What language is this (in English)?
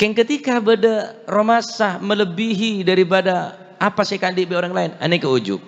Madurese